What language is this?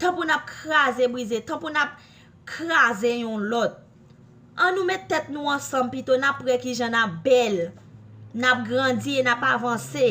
Haitian Creole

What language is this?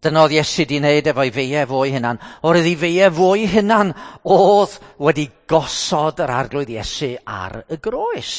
Welsh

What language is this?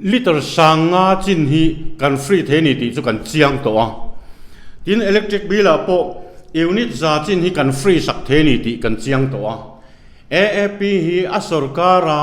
Mizo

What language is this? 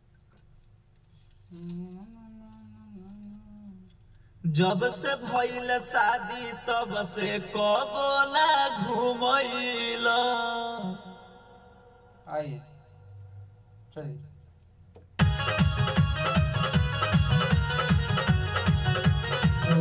Bhojpuri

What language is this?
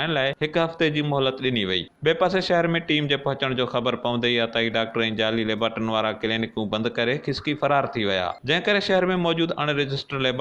Sindhi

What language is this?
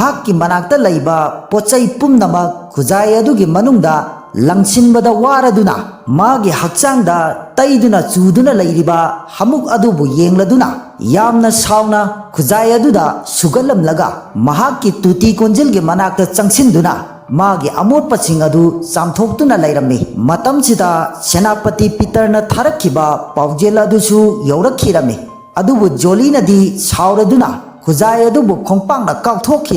Manipuri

